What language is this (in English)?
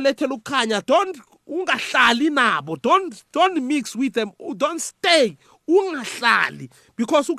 South Ndebele